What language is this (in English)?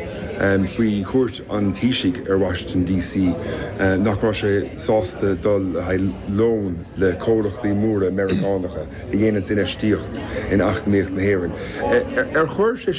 Irish